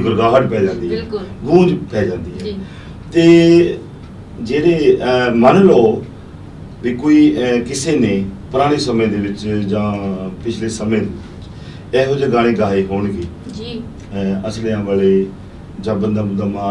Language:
Punjabi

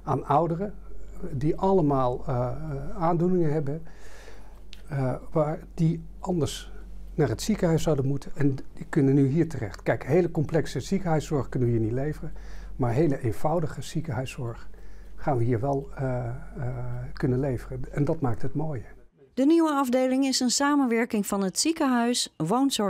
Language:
Dutch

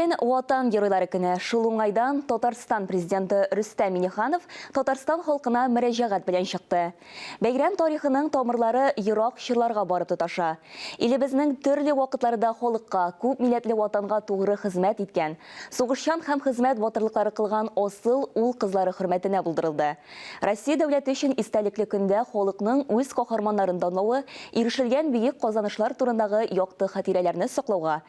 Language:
Tatar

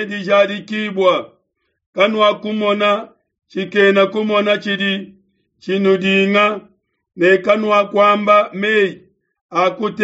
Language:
Luba-Lulua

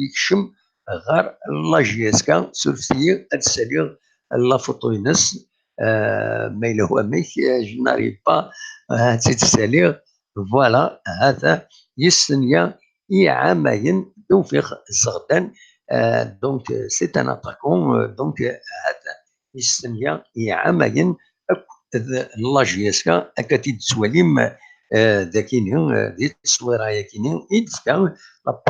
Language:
Kabyle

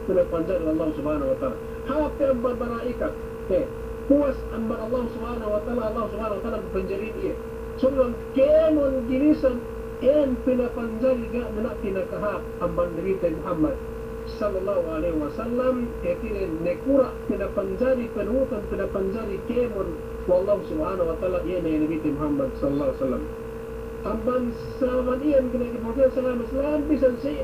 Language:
Yakan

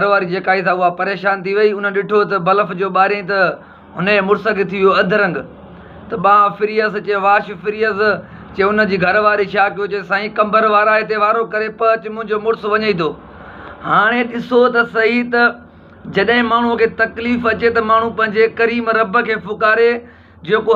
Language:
Sindhi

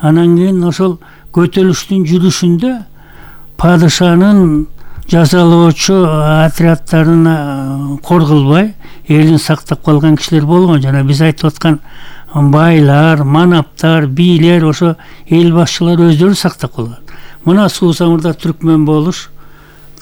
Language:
Kyrgyz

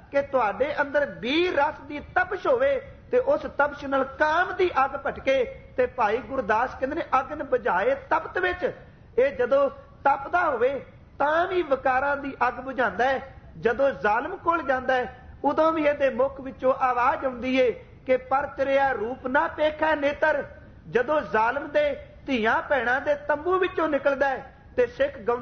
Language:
Punjabi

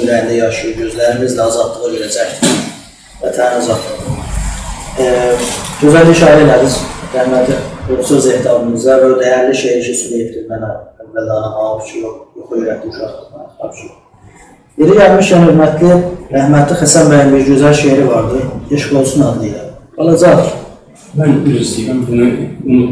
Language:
South Azerbaijani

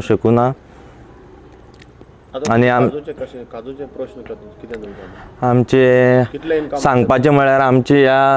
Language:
Konkani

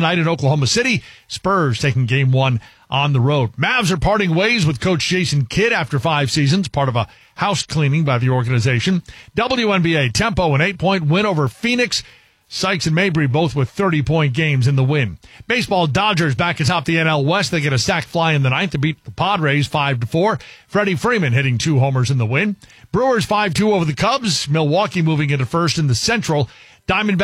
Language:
English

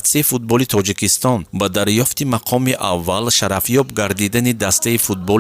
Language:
Tajik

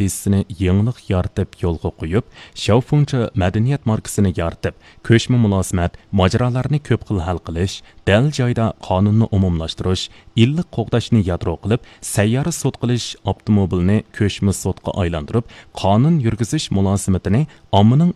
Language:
Uyghur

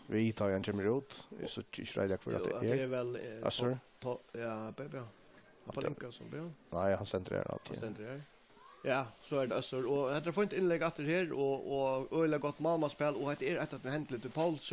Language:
Faroese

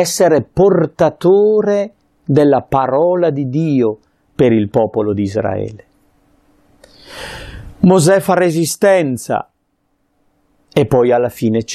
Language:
Italian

